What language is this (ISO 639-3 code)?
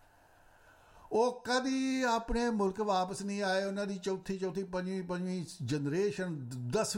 pan